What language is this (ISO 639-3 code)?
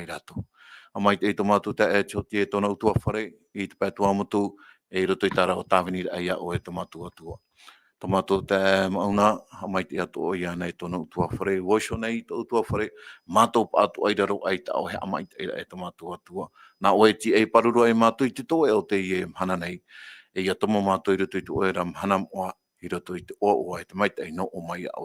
tah